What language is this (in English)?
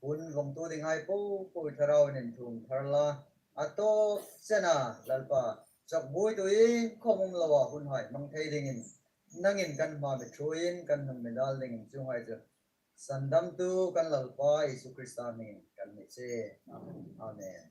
Hmar